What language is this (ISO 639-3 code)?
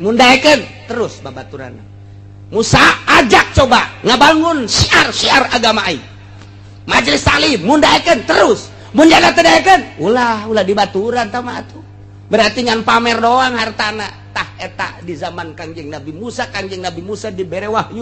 sun